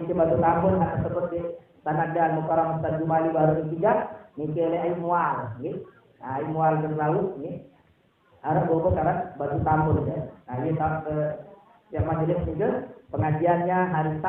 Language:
Sasak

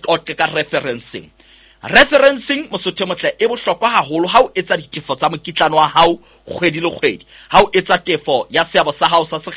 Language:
Southern Sotho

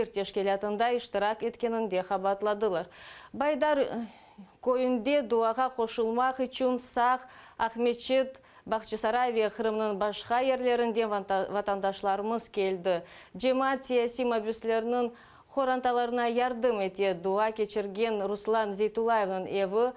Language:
Crimean Tatar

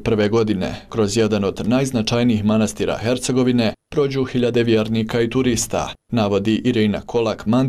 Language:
Bosnian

